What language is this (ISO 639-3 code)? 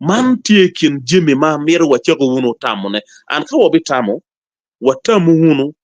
ach